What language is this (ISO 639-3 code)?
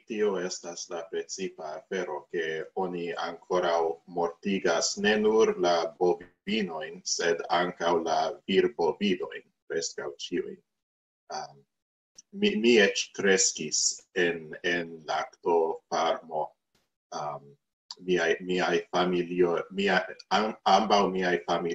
epo